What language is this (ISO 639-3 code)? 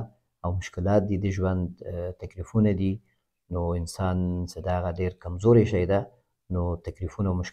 pus